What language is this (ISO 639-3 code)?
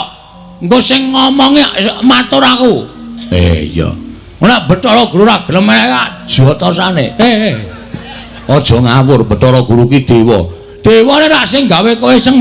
jav